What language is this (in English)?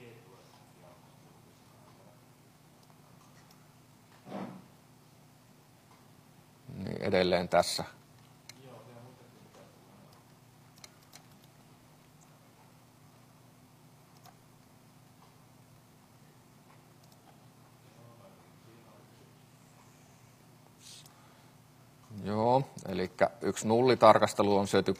Finnish